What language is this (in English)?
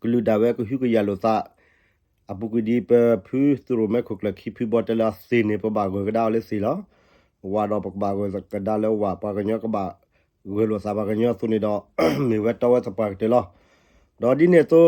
S'gaw Karen